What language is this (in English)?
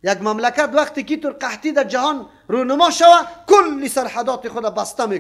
Persian